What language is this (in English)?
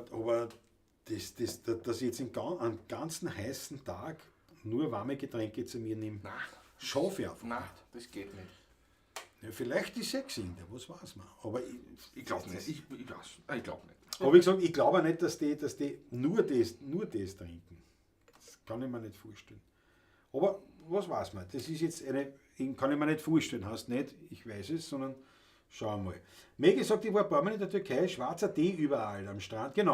Bavarian